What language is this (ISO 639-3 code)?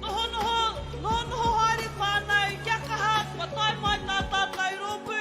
mri